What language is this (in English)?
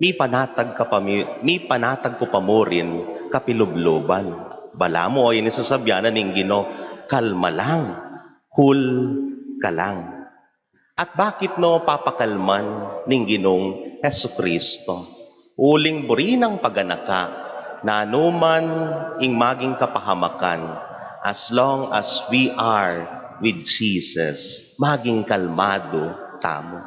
Pampanga